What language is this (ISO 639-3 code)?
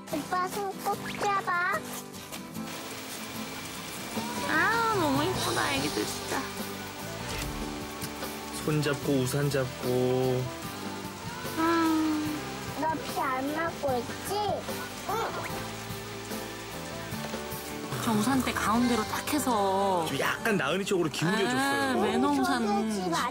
kor